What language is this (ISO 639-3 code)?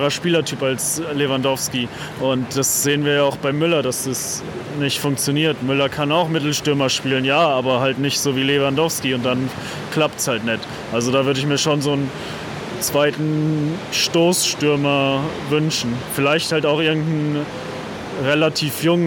deu